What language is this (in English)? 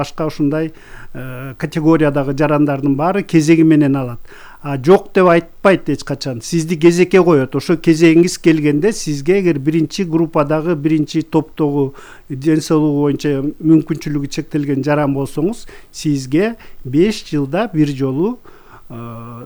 Kyrgyz